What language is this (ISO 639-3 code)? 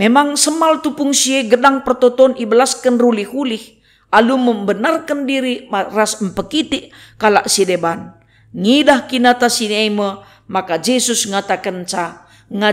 btx